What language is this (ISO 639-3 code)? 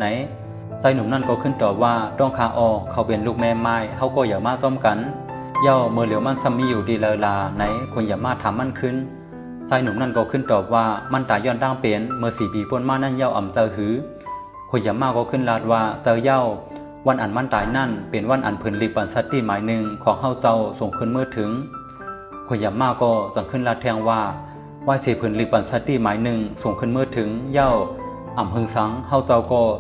shn